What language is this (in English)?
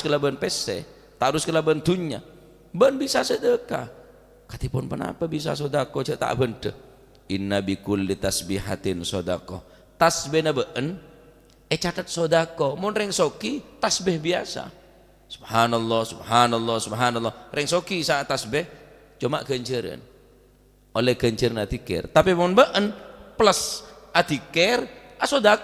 Madurese